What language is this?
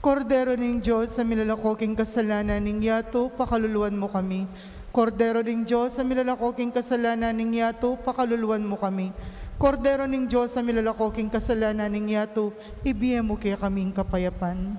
Pampanga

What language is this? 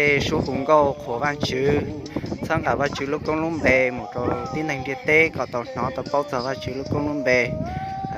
Hmong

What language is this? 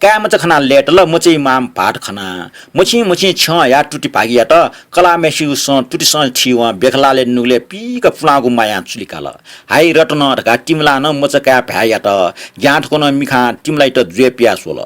Newari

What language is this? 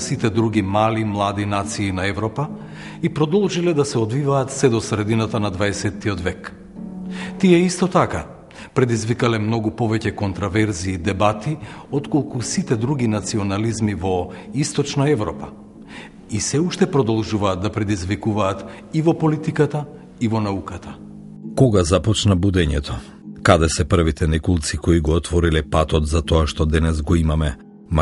Macedonian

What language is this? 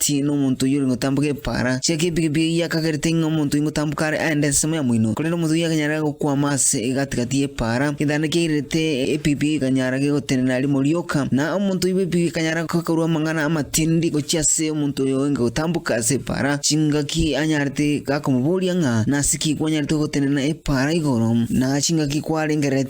Gusii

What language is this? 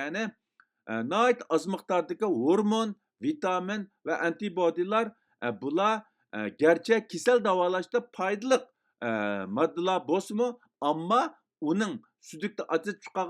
Uyghur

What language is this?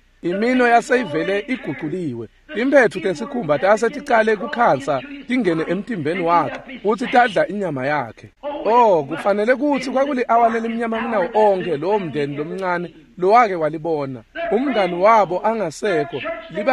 Swati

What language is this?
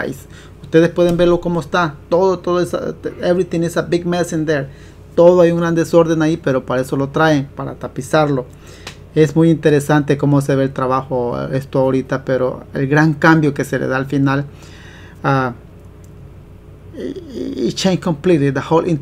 Spanish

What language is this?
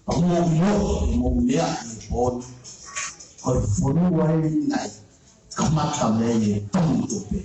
Tongan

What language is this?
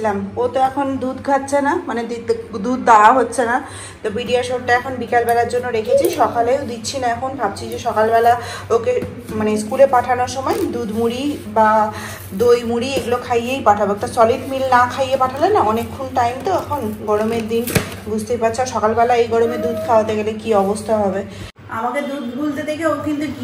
Bangla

